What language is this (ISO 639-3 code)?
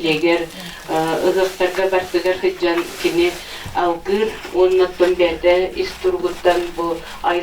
sah